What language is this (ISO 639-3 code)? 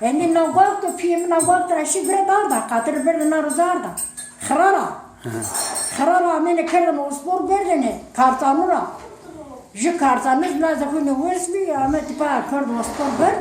zza